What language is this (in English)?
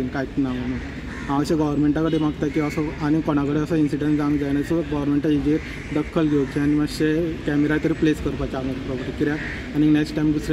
Konkani